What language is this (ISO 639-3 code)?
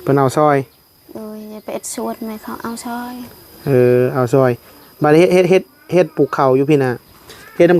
tts